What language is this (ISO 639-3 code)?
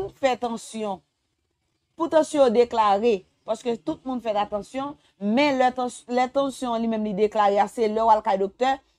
hat